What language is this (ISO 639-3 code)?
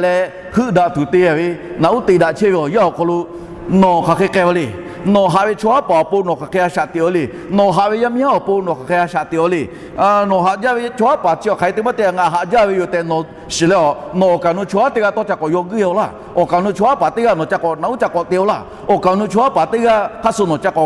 lhu